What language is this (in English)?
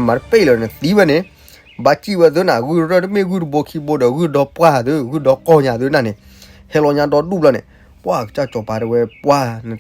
S'gaw Karen